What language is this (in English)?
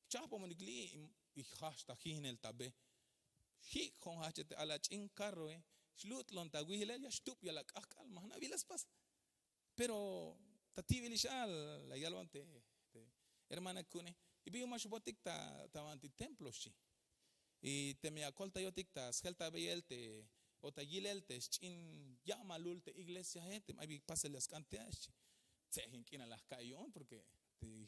Tzeltal